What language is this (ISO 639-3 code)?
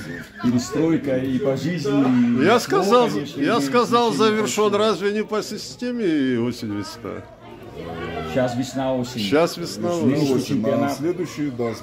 rus